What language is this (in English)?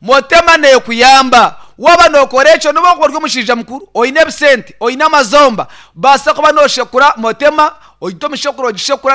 Nyankole